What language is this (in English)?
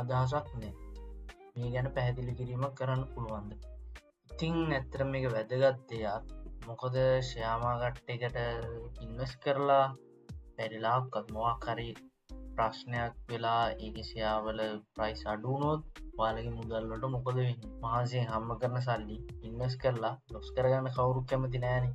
Sinhala